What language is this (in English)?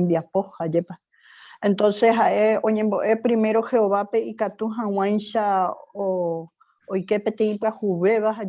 Guarani